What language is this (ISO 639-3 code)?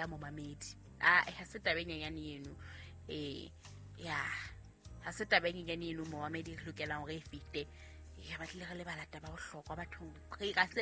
sot